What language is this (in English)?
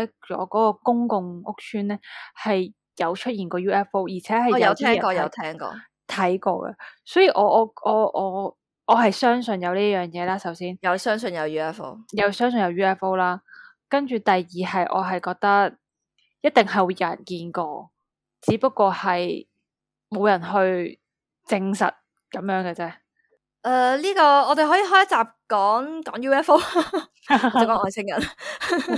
Cantonese